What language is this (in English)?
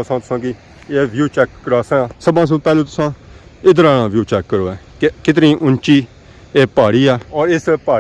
Pahari-Potwari